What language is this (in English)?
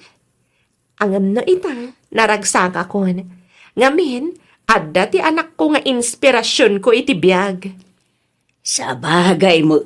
Iloko